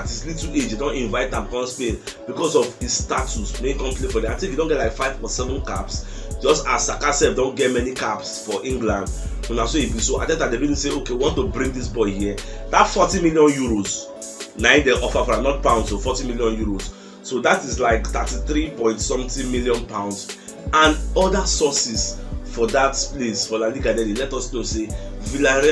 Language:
Nigerian Pidgin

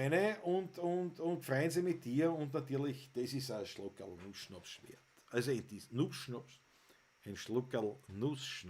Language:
Bavarian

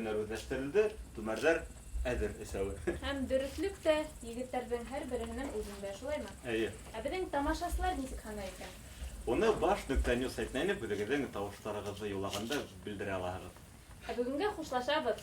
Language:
Bashkir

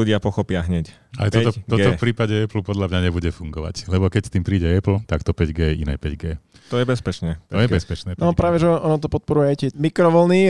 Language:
Slovak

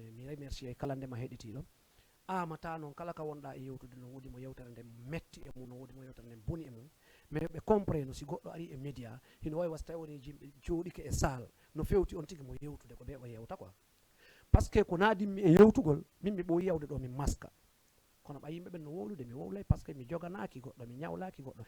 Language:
Fula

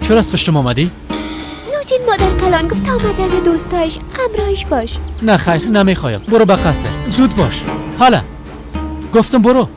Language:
Persian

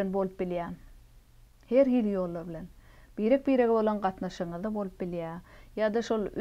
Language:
Turkmen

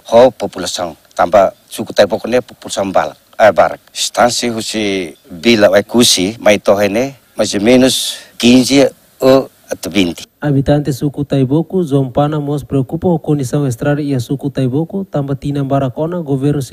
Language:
Tetum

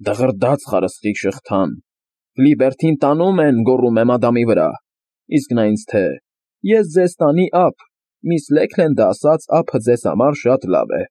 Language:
Armenian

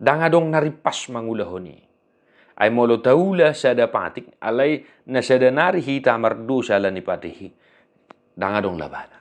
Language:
Batak Toba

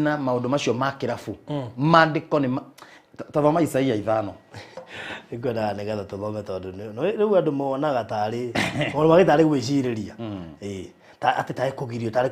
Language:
Kikuyu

